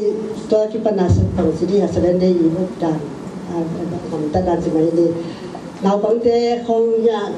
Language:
Tedim Chin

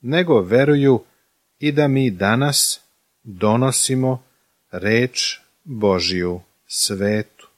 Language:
Serbian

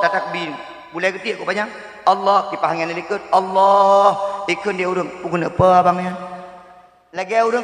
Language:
Achinese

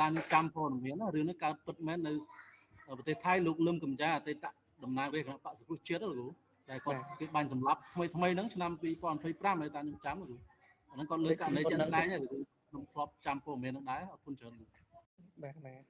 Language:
Khmer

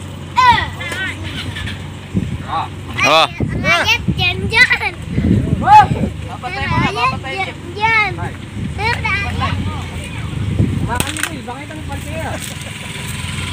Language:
Filipino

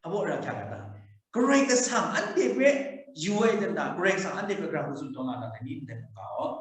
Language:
Kachin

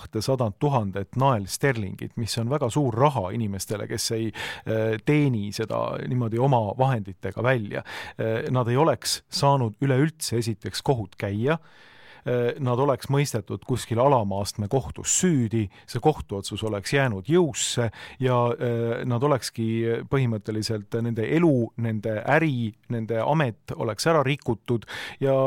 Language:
Estonian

